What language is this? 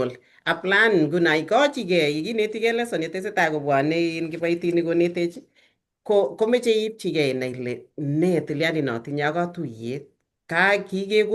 Kalenjin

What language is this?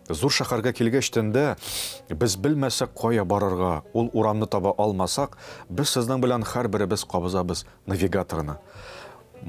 Tatar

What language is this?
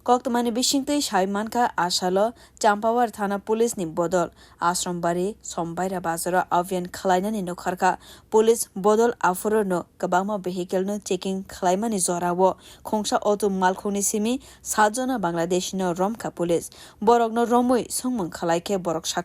Kok Borok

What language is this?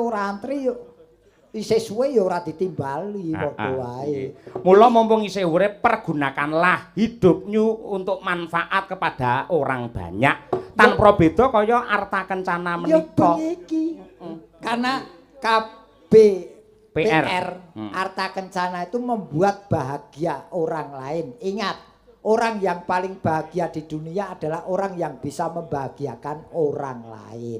Javanese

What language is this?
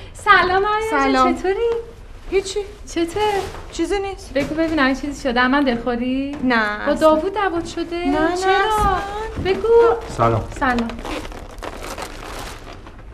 Persian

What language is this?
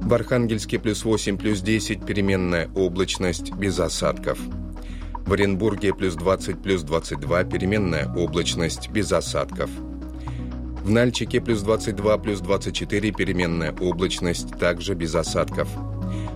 Russian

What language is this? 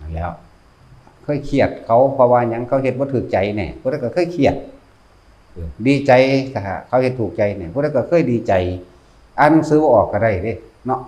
Northeastern Thai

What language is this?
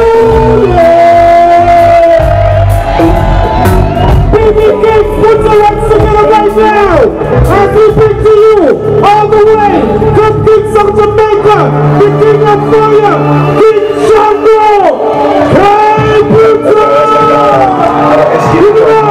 English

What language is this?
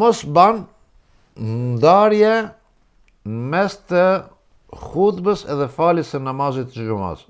Albanian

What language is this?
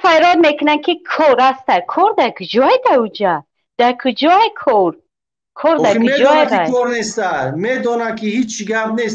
Tajik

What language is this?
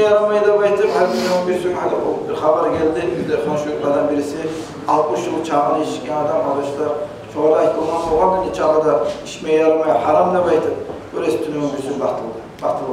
Kumyk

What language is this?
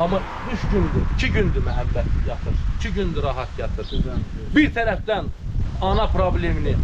Azerbaijani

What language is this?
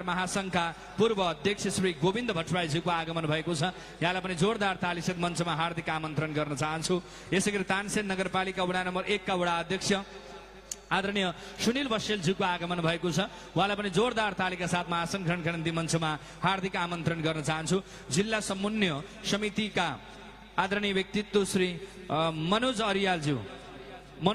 Nepali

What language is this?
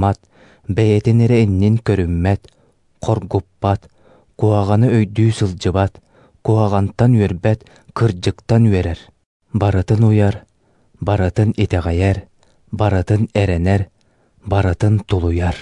Yakut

